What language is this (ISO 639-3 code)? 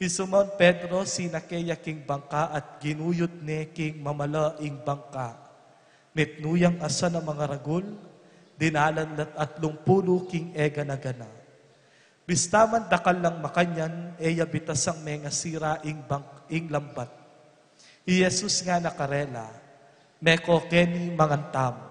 pam